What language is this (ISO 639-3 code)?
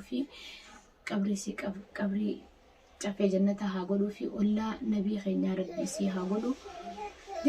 orm